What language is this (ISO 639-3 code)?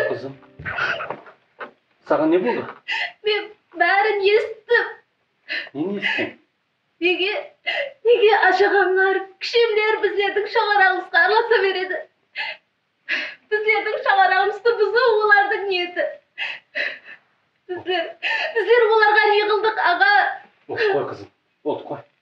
kaa